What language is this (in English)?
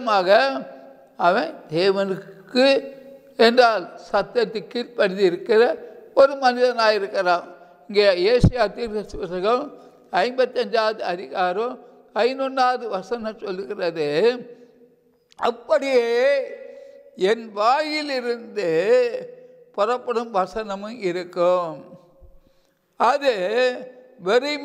Tamil